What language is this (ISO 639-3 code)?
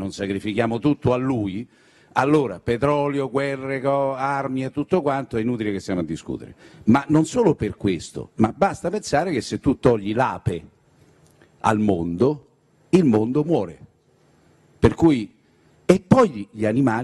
ita